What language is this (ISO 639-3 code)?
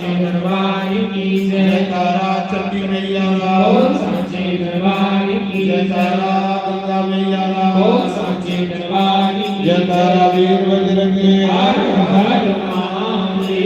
doi